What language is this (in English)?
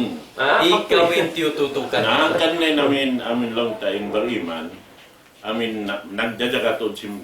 Tausug